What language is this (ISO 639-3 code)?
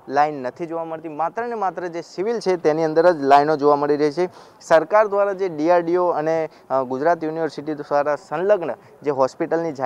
guj